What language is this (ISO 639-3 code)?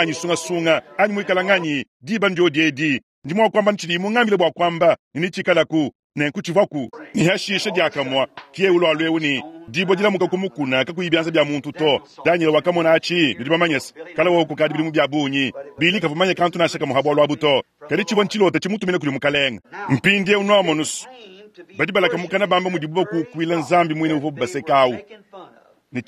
lua